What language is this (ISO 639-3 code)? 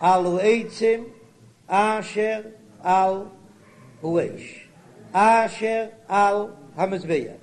yid